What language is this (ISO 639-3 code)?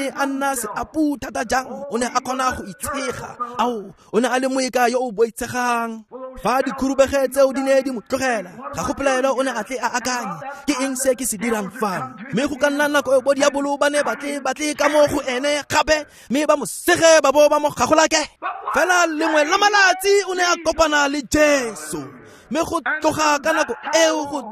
tsn